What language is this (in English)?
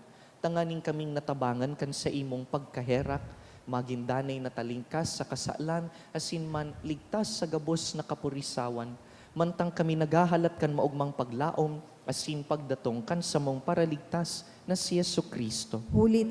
Bikol